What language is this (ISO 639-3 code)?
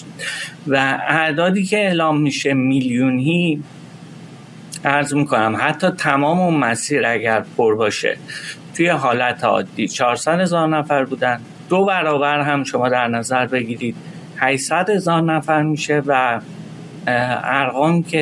fas